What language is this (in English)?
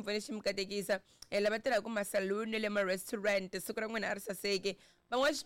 Tsonga